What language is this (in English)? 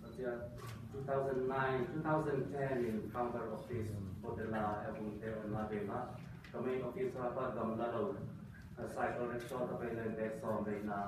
Tedim Chin